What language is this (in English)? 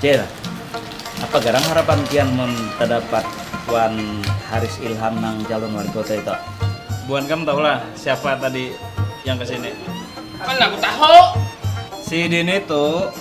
Banjar